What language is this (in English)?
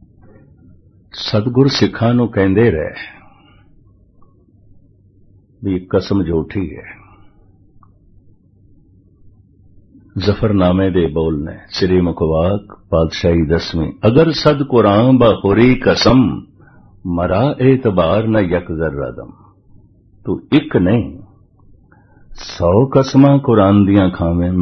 Punjabi